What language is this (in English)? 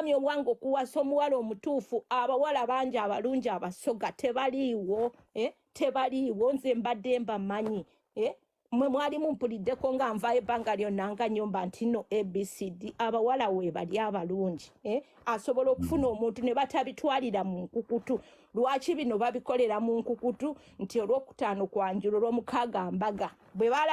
Ganda